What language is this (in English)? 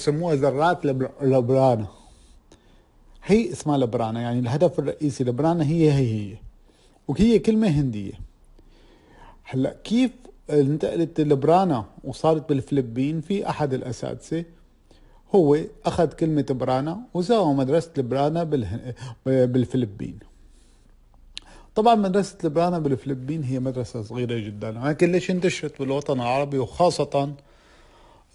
North Levantine Arabic